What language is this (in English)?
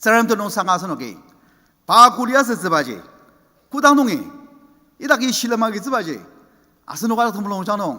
Ao Naga